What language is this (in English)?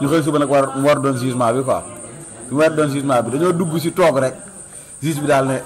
Wolof